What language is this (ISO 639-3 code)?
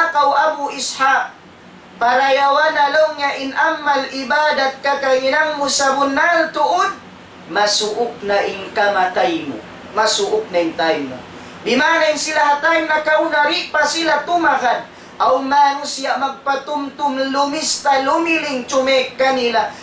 tsg